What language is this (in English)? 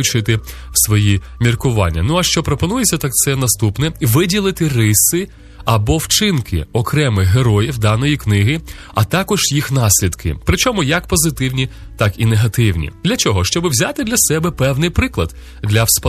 Ukrainian